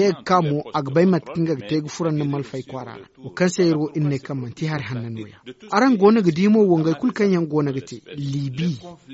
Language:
Zarma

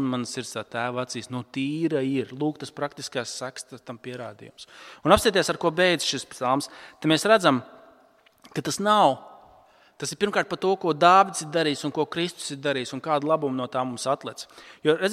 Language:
Latvian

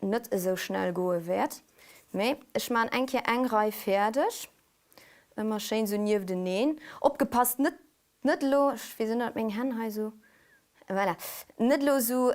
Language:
Luxembourgish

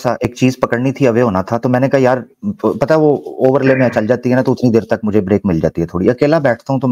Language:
Hindi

